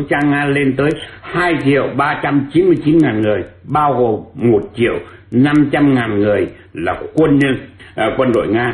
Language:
Vietnamese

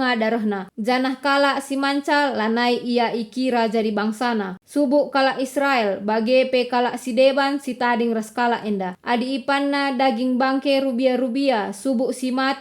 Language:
Batak Karo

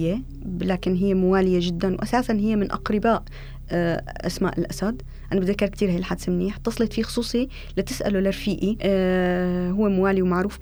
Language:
North Levantine Arabic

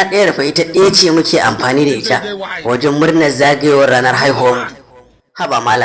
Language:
Hausa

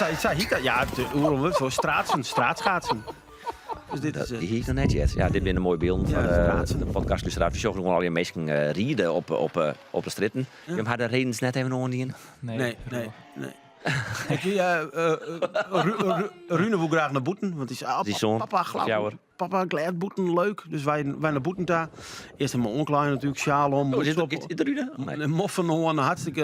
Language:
Western Frisian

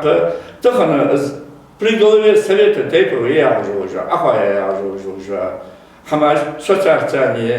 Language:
Ingush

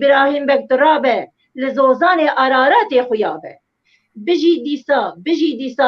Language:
Kurdish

